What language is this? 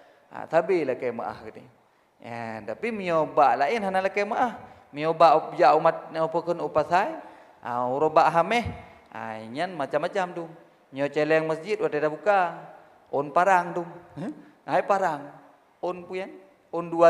Achinese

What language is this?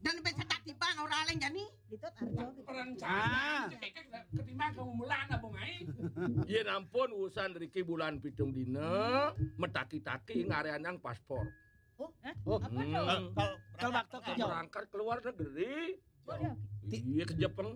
Balinese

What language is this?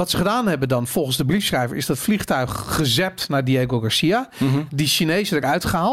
Dutch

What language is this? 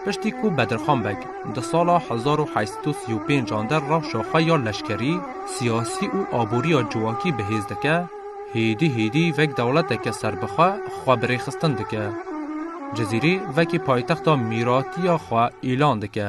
Kurdish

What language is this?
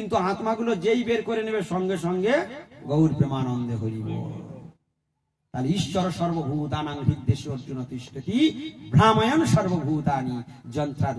Bangla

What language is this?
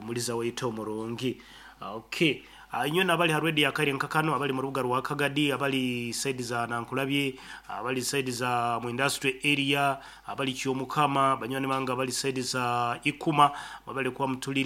Nyankole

